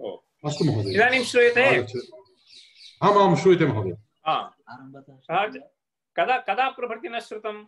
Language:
Sanskrit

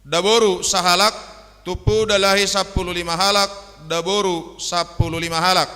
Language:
Batak Simalungun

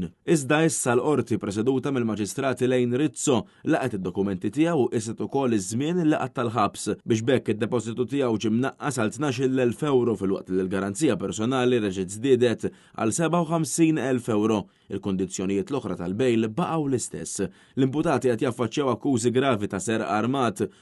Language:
Maltese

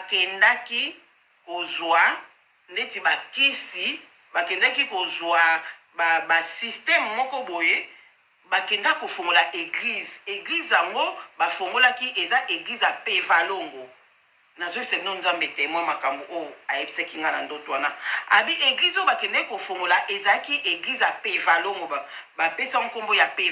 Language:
Lingala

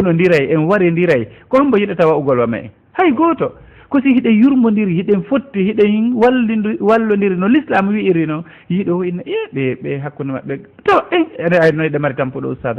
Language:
Fula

